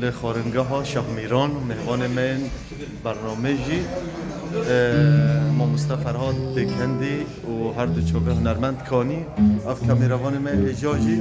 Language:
Kurdish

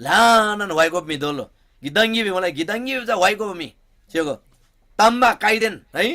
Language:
Eastern Tamang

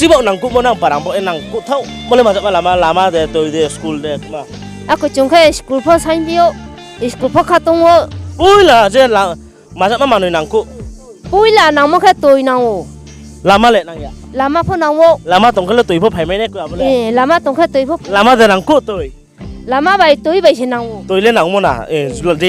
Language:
Riang (India)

